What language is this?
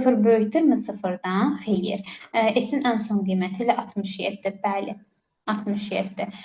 Azerbaijani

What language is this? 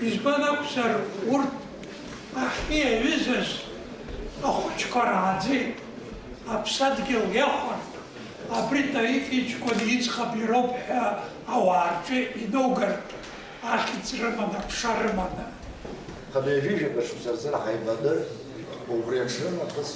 Abkhazian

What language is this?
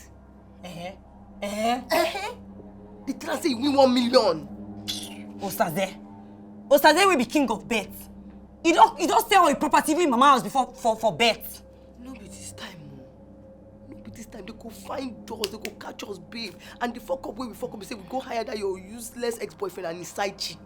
Nigerian Pidgin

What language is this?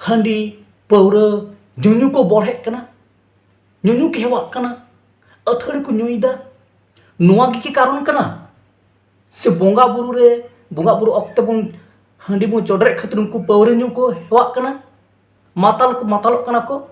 Santali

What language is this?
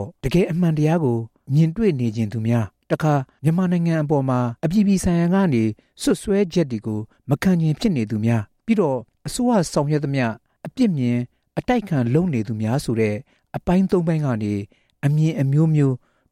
Burmese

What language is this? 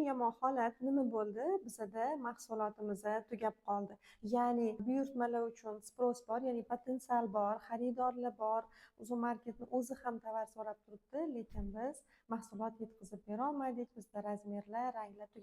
Uzbek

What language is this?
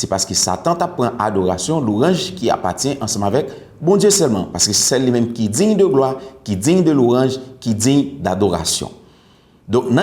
Haitian Creole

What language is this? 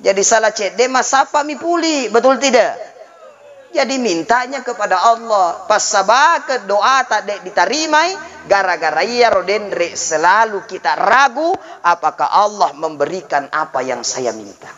Buginese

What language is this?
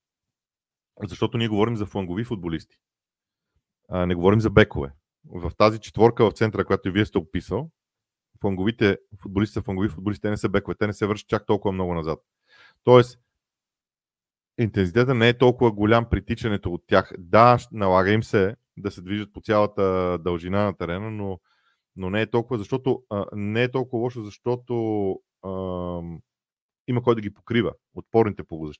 Bulgarian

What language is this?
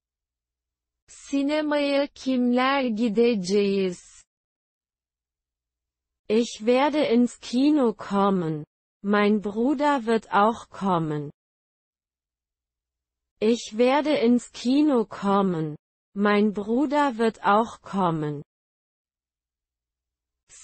German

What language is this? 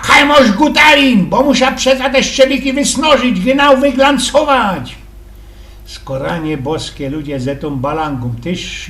Silesian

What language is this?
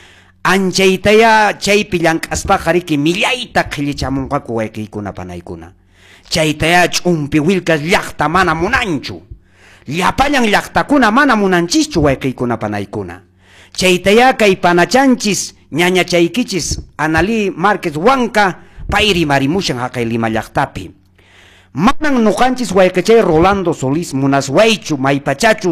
Quechua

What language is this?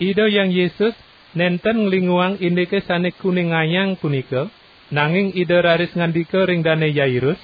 Balinese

